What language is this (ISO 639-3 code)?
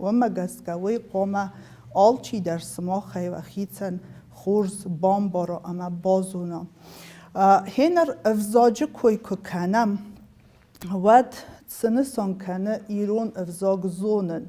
oss